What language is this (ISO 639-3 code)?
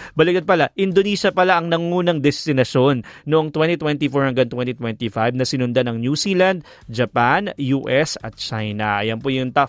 fil